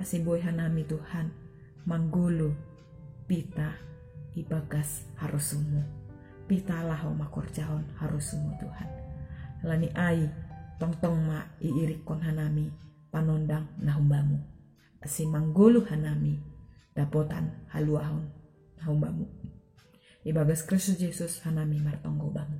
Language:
Batak Simalungun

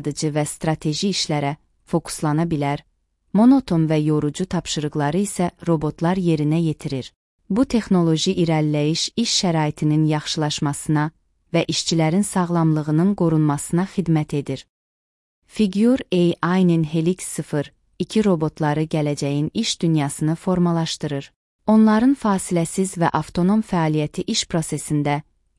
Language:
Azerbaijani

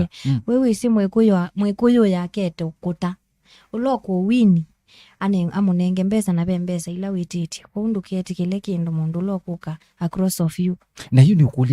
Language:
Kamba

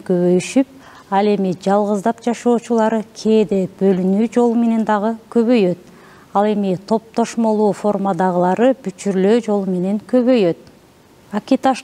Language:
Kyrgyz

